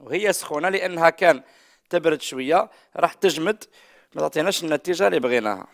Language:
Algerian Arabic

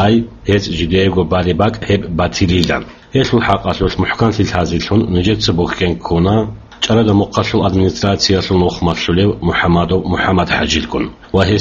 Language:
Avaric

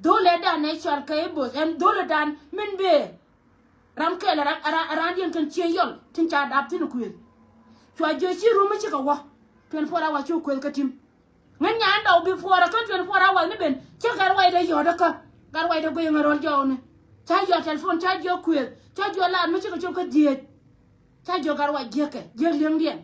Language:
Nuer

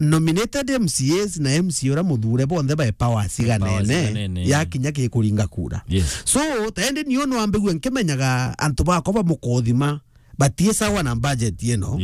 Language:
Meru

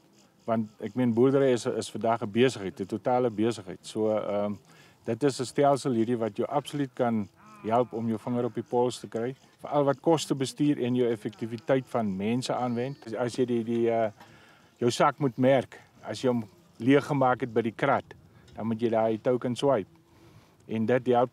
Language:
Afrikaans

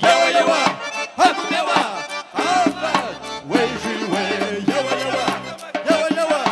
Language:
Kabardian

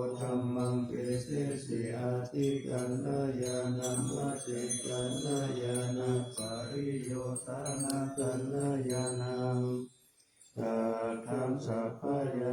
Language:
Pali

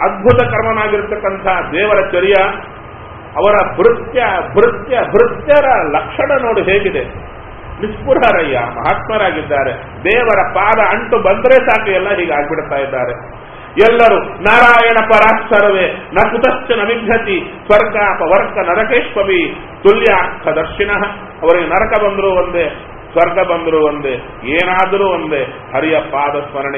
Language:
Kannada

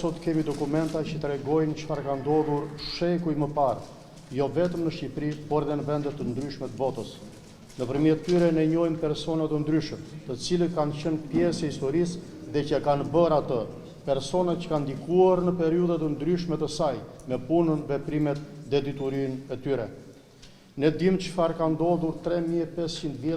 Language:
Albanian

